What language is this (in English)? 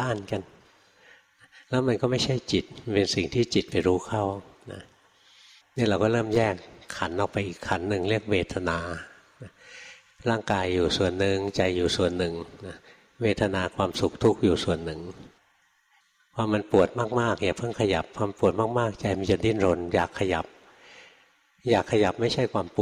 Thai